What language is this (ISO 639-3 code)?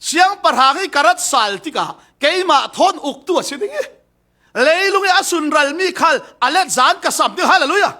cfm